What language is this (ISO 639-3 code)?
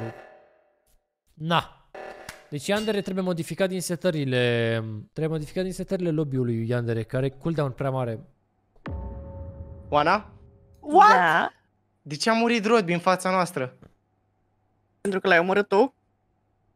ron